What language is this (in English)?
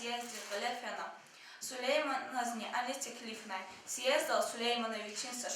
Lezghian